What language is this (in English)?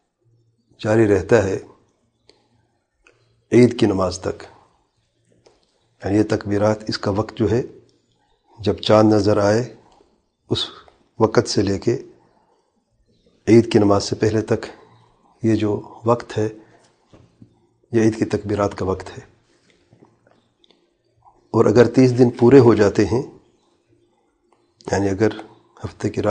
Urdu